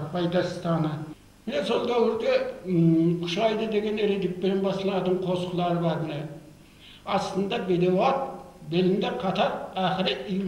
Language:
Kara-Kalpak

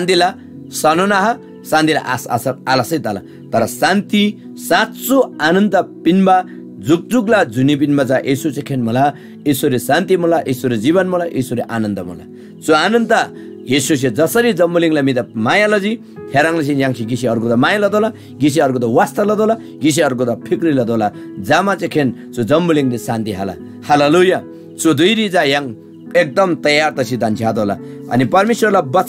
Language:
Eastern Tamang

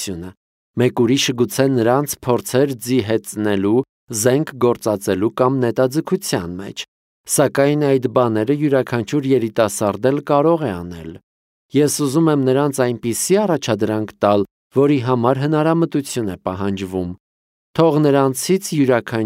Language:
Armenian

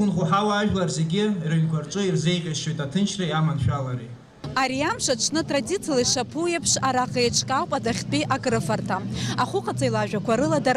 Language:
Abkhazian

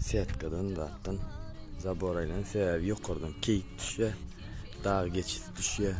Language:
Turkmen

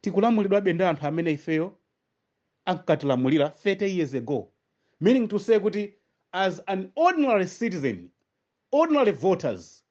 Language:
Nyanja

